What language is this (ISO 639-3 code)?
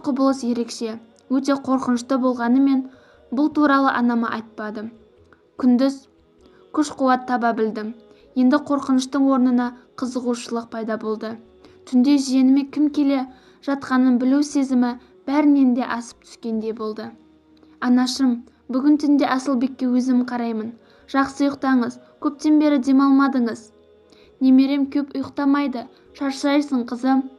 kaz